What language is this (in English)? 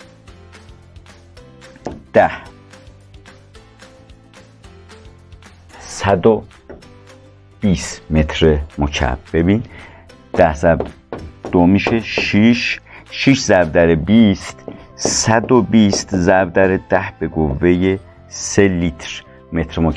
Persian